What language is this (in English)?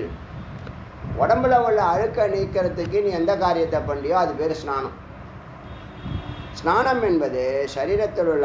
Tamil